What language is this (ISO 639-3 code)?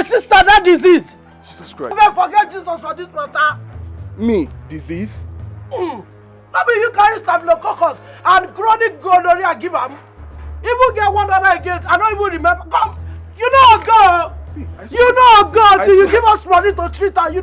pcm